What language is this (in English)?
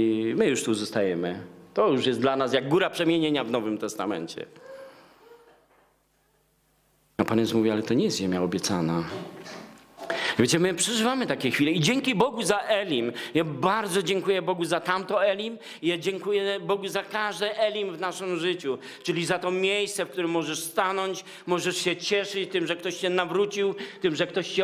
Polish